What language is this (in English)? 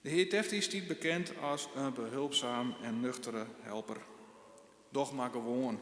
Western Frisian